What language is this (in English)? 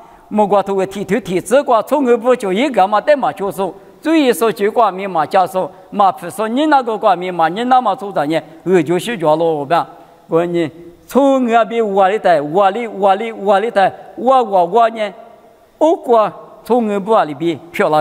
Lisu